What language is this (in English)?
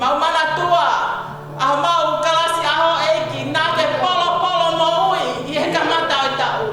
Tongan